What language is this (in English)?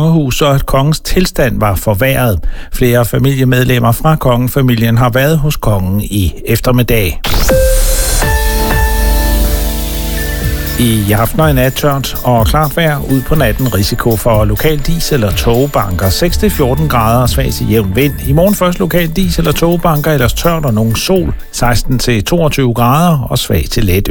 Danish